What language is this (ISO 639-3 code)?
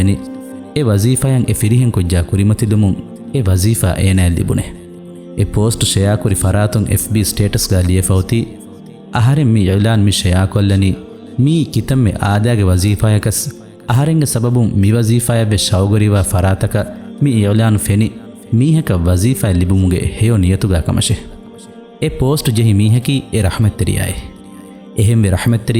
div